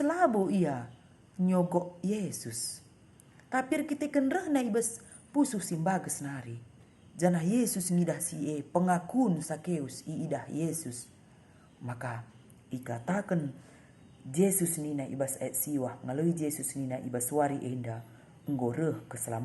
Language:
Batak Karo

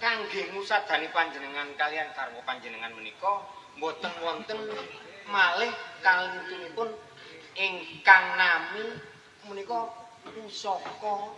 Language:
Javanese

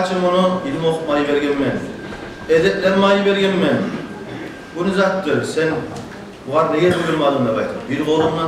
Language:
Kumyk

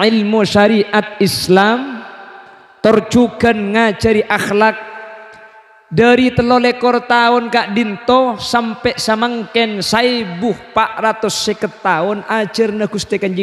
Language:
Madurese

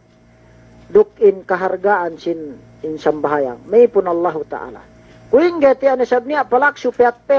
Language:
Yakan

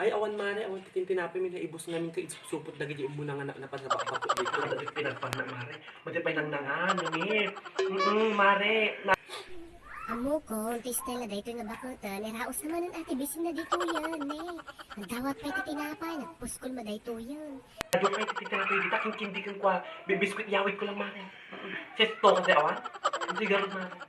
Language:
Iloko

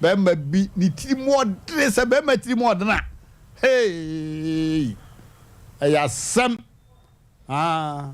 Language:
Akan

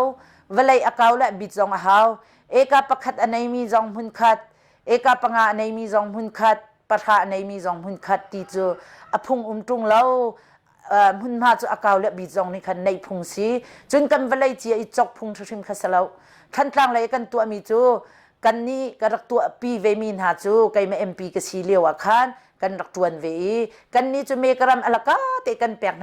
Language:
Hakha Chin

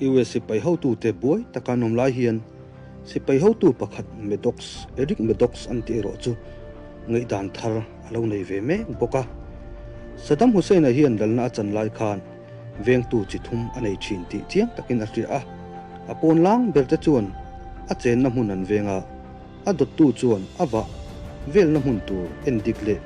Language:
Mizo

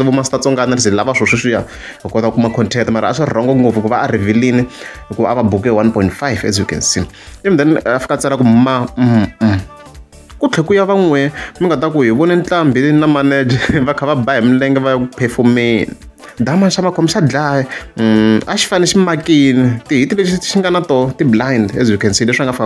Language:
Tsonga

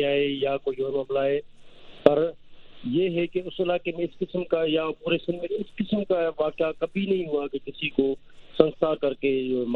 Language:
Urdu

